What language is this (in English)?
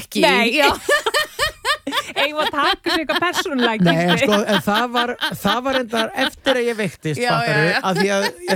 Icelandic